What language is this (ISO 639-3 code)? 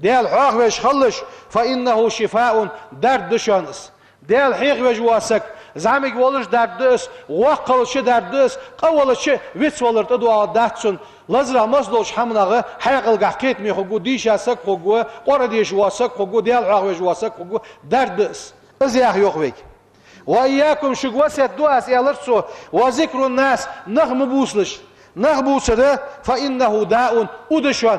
inh